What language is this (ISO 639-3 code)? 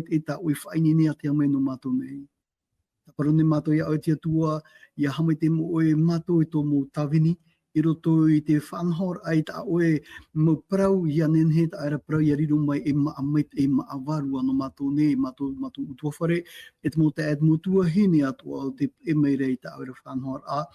tah